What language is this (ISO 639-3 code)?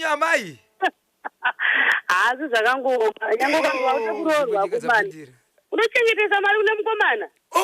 sna